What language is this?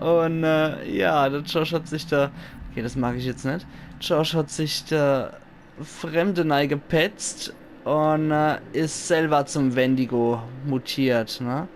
Palatine German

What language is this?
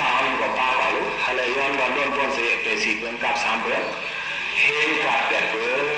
Shan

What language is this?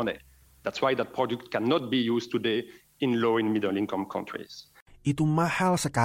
Indonesian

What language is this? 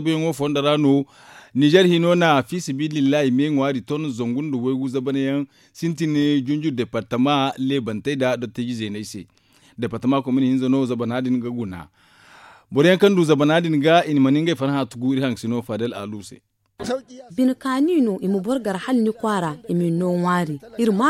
Zarma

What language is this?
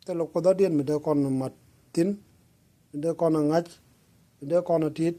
Nuer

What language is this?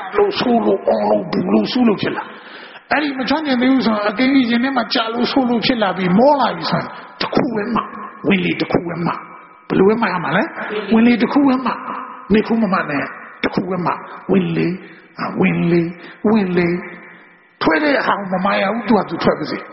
Burmese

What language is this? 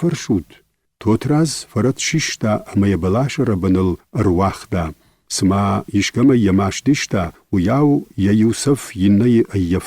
Ossetic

